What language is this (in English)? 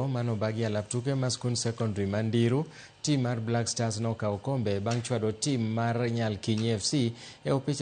Luo (Kenya and Tanzania)